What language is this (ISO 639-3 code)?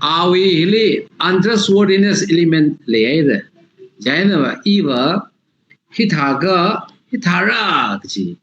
nmf